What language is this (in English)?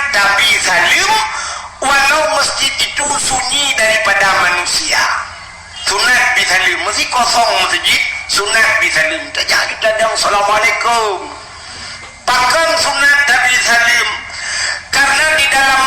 Achinese